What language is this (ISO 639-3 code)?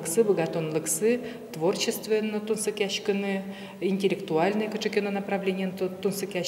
udm